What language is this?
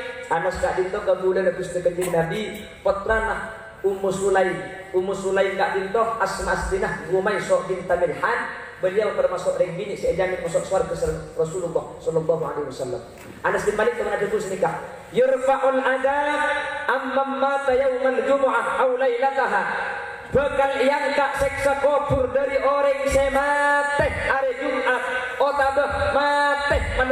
Madurese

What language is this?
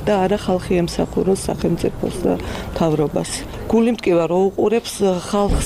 Georgian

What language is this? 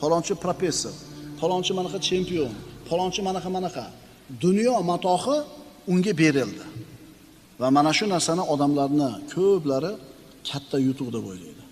Uzbek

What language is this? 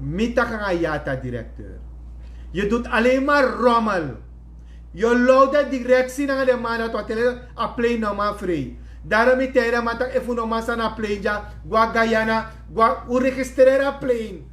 Sranan Tongo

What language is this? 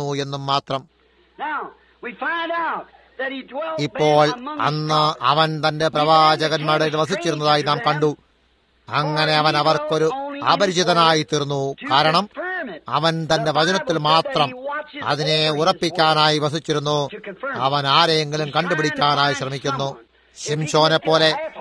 Malayalam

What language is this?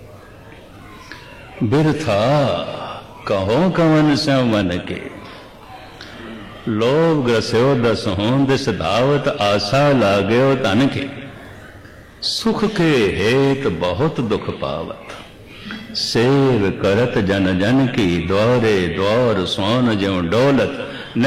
Punjabi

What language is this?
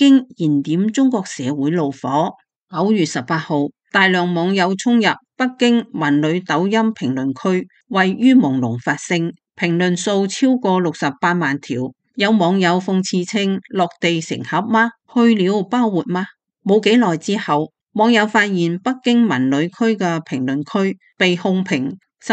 Cantonese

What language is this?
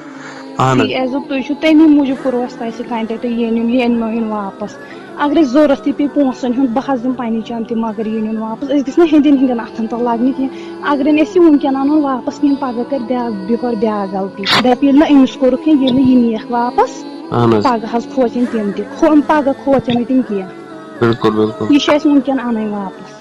Kashmiri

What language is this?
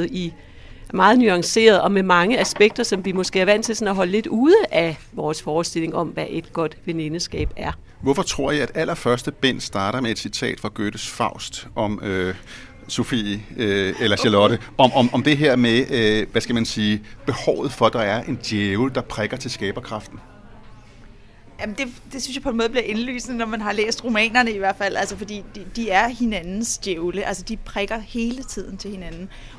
Danish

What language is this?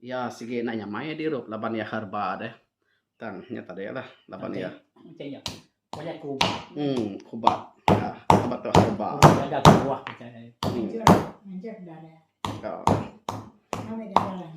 Iban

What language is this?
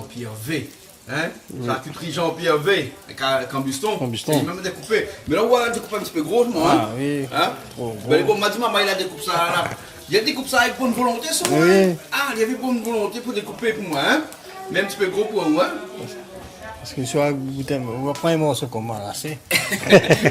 Réunion Creole French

